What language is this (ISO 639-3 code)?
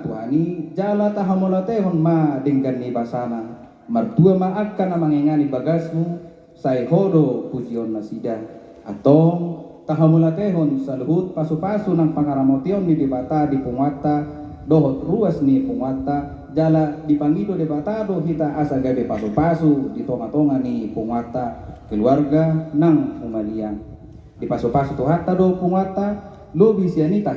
bbc